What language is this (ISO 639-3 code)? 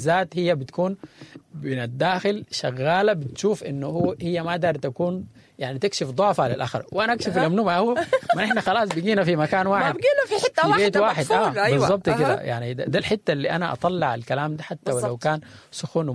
apd